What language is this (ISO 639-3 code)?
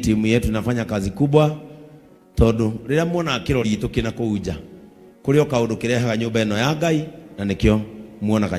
kik